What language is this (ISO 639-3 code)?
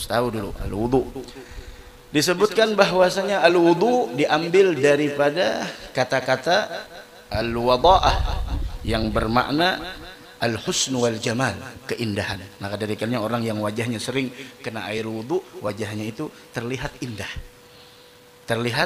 ind